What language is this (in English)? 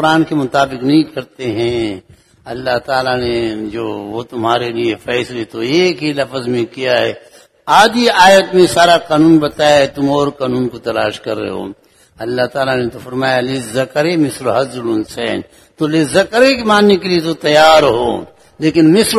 Urdu